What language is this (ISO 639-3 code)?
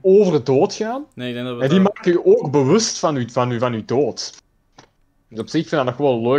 nld